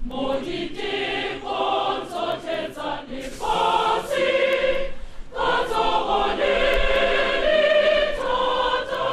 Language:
Tswana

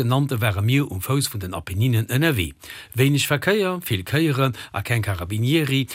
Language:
Luxembourgish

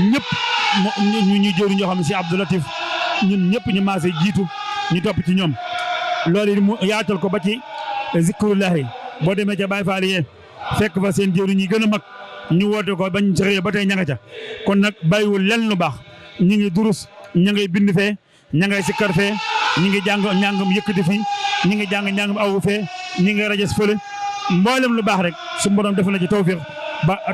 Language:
Wolof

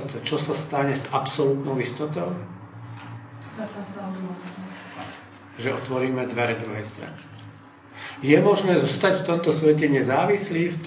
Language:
Slovak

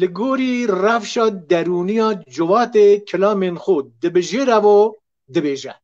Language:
Kurdish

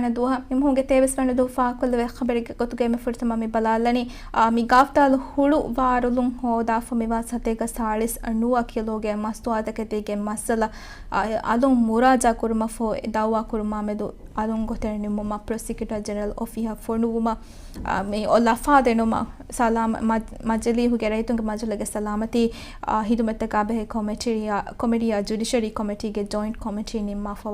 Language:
Divehi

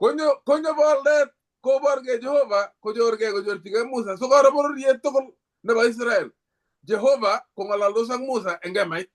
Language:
Kalenjin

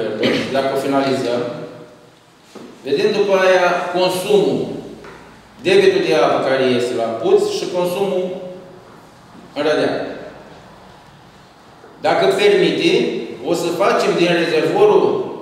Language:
Romanian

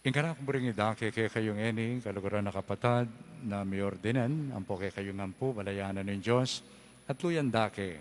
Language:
Pampanga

